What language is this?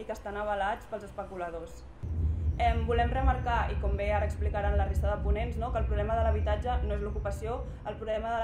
Catalan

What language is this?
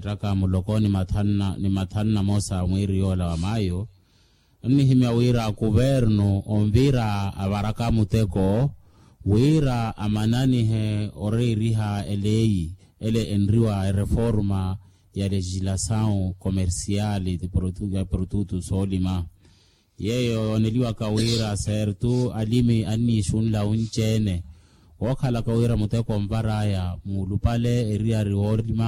Makhuwa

